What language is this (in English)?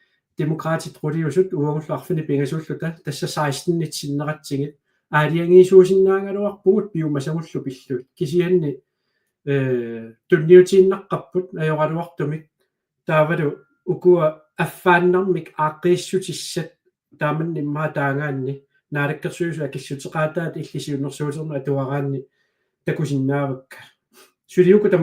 Kalaallisut